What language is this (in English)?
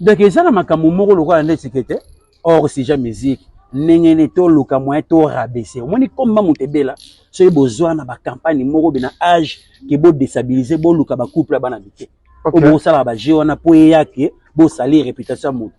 Lingala